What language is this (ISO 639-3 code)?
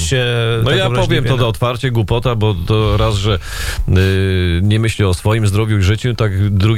pol